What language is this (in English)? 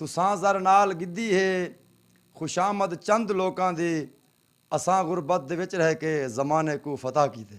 Saraiki